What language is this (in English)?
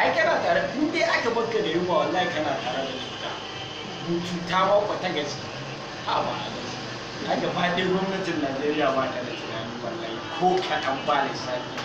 Hausa